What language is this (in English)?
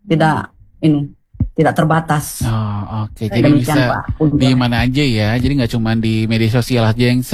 Indonesian